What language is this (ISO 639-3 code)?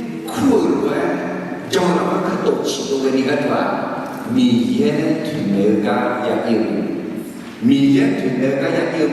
ahk